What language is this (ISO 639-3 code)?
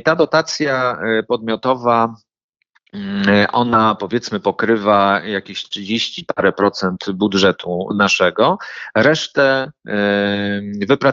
pol